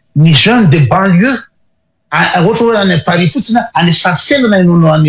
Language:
Malagasy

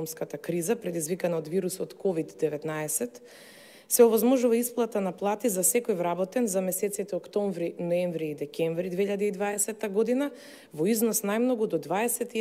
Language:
Macedonian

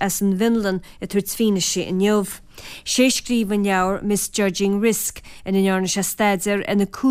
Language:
Irish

